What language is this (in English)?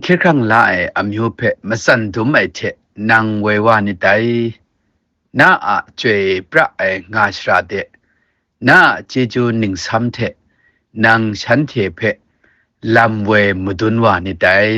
Kachin